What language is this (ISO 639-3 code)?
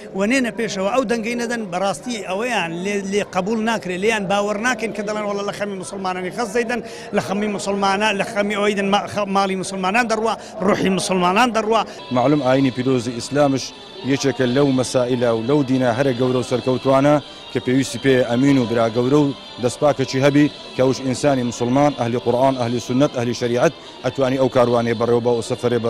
ckb